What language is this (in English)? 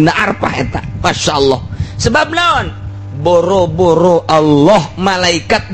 Sundanese